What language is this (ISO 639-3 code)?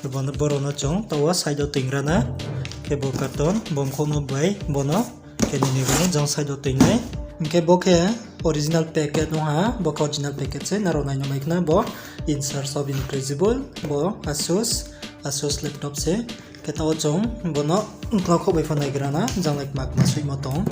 ria